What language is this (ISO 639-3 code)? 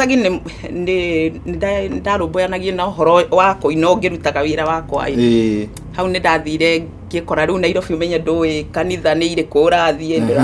kik